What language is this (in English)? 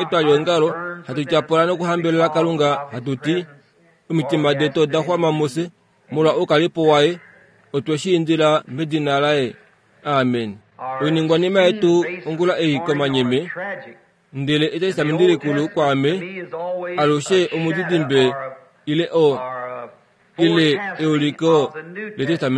Kuanyama